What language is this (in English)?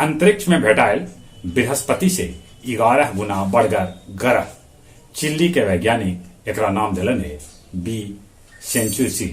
Magahi